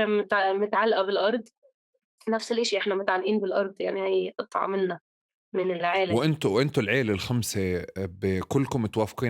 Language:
North Levantine Arabic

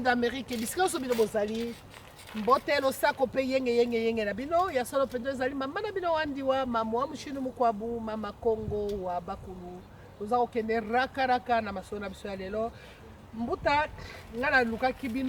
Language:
Lingala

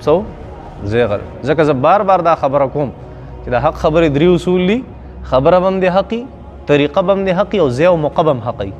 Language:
Pashto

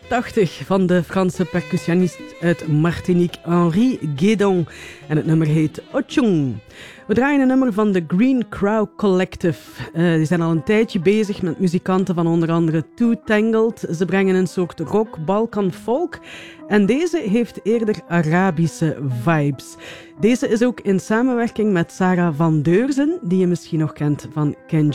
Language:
Dutch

